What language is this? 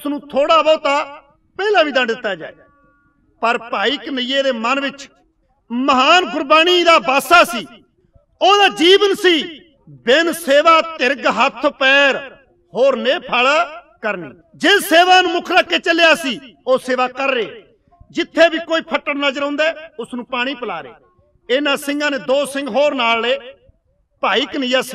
Punjabi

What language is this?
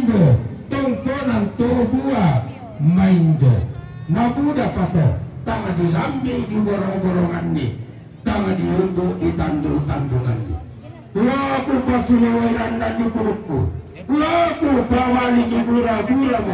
Toraja-Sa'dan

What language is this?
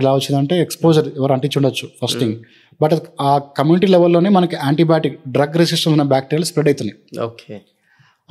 Telugu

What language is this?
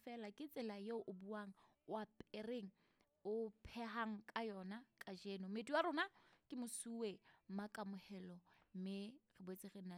Southern Sotho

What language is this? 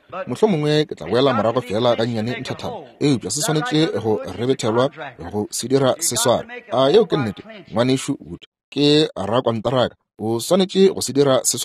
Northern Sotho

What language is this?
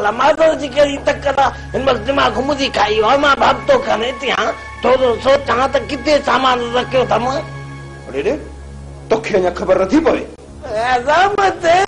Sindhi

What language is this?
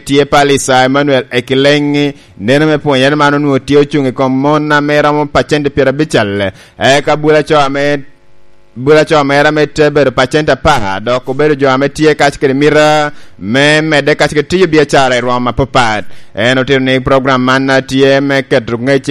Lango (Uganda)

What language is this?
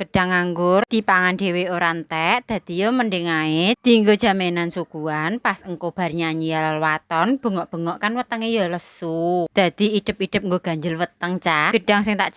Javanese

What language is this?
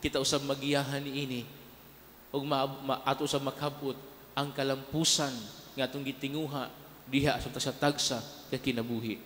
Cebuano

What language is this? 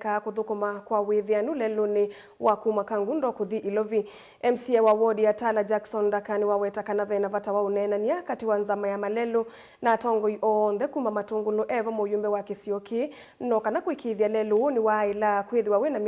Kamba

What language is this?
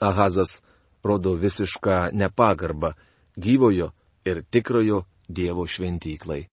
Lithuanian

